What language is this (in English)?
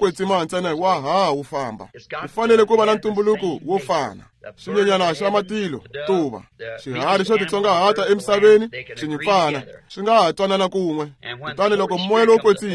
Tsonga